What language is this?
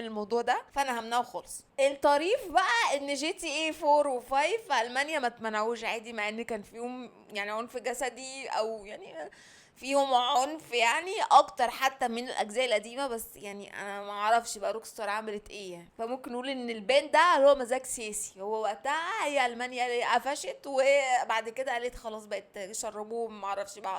Egyptian Arabic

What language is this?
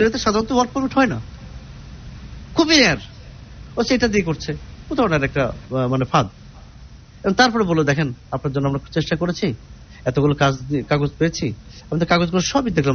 Bangla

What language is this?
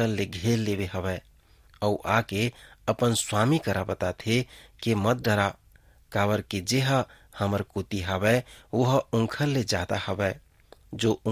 Chhattisgarhi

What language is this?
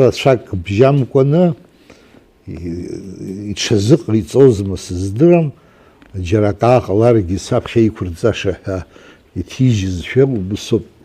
Abkhazian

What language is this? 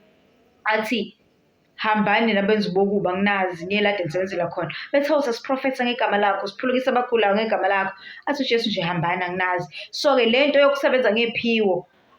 Zulu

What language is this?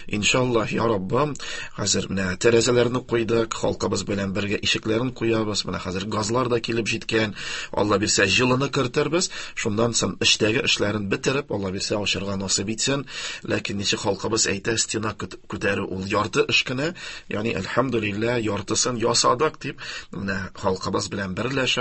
Tatar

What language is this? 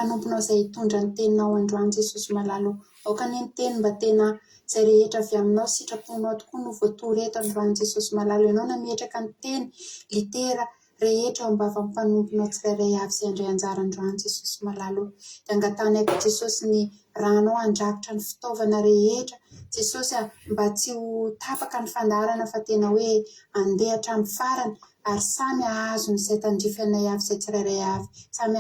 Malagasy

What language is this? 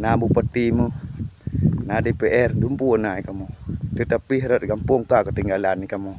Achinese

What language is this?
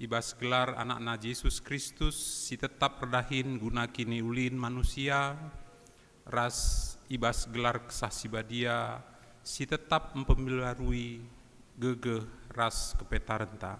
Batak Karo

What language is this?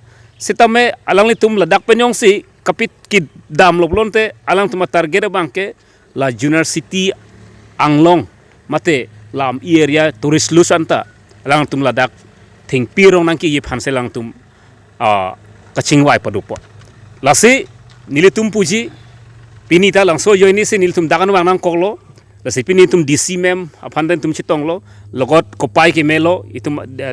Karbi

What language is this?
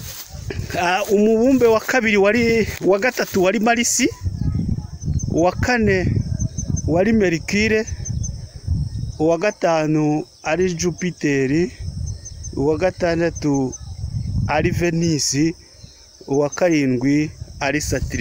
Kinyarwanda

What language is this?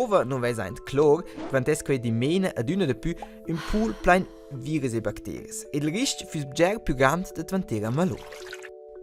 Romansh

